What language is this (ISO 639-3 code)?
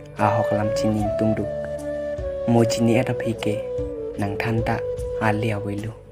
mjw